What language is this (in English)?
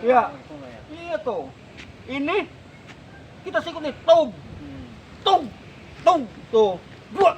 Betawi